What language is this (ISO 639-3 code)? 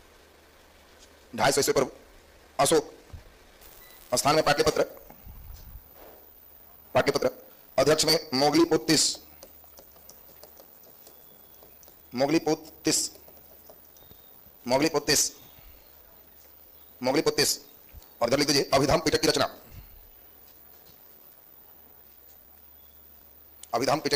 hin